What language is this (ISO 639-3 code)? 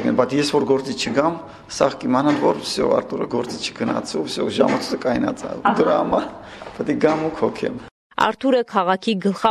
hye